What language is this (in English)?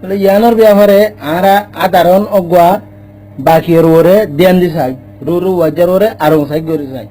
Rohingya